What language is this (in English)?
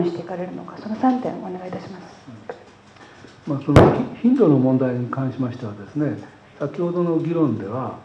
Japanese